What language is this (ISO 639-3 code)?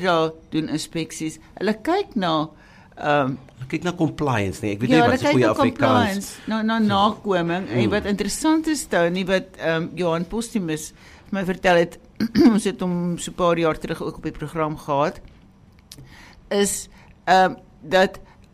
afr